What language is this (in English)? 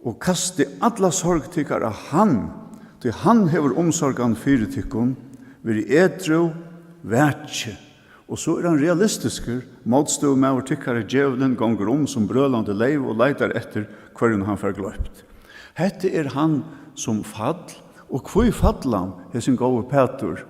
Faroese